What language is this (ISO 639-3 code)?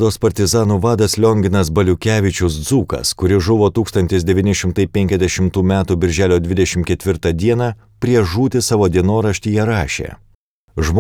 lit